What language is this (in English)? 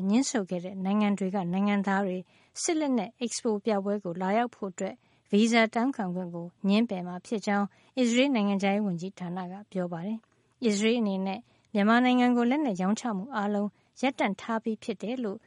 Burmese